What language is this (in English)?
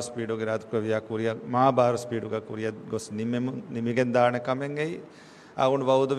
Divehi